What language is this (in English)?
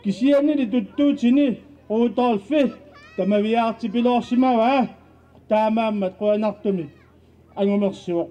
Kalaallisut